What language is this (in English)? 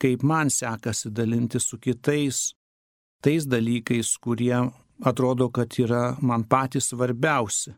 Lithuanian